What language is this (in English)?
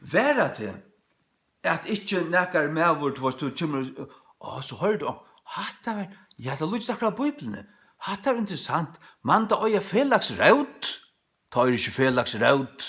Faroese